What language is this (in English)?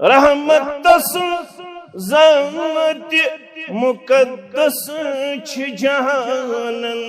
Kashmiri